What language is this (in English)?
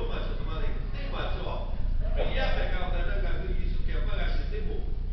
Lahu